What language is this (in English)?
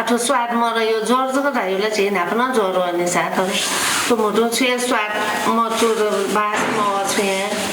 Newari